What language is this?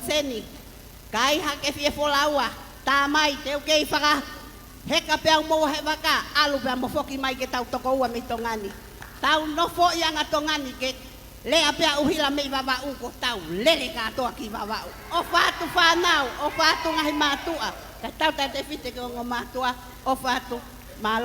Tongan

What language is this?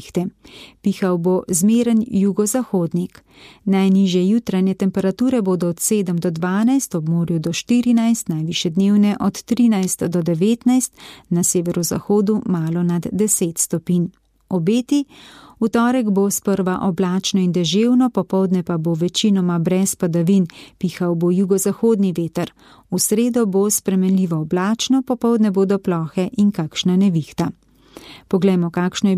Slovenian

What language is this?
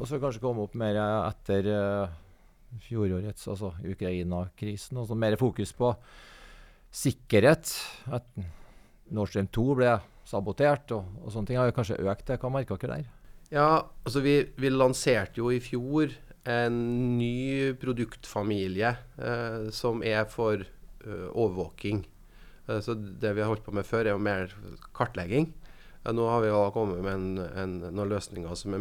Norwegian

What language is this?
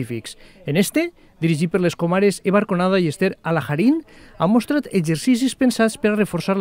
Catalan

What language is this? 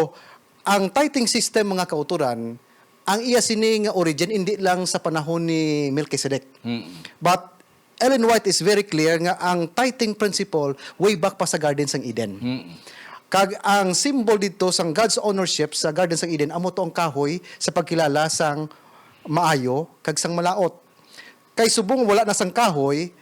Hiligaynon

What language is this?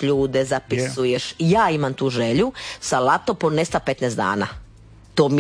Croatian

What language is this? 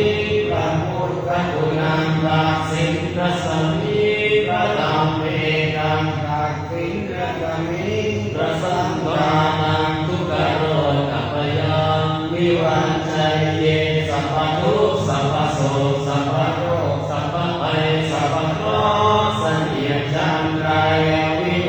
Pali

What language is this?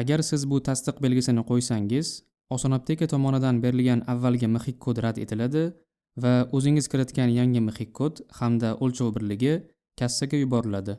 Uzbek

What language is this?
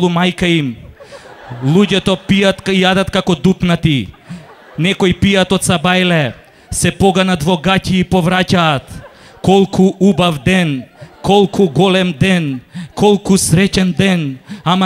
Macedonian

